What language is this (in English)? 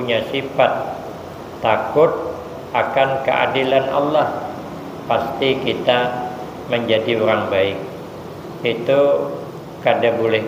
Banjar